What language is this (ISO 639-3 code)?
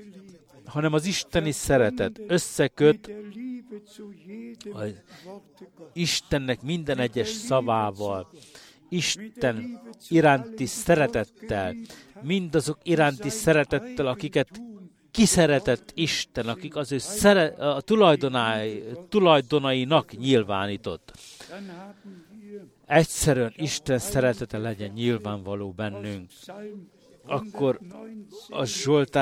hun